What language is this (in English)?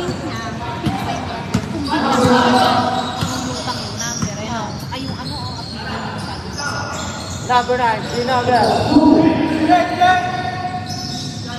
Filipino